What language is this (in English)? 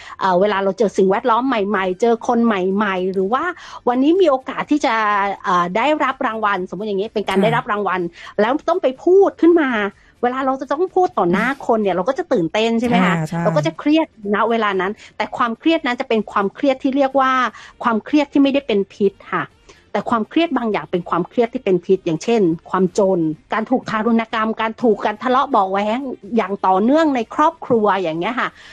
Thai